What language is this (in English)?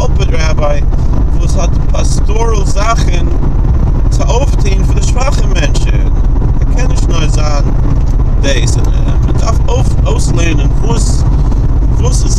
Yiddish